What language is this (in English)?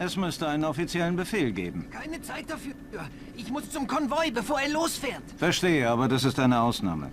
Bavarian